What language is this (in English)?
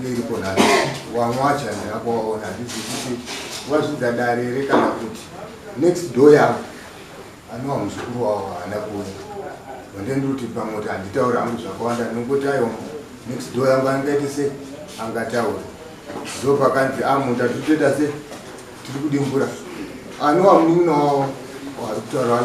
Shona